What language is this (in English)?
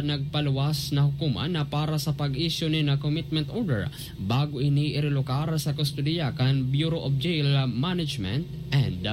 Bikol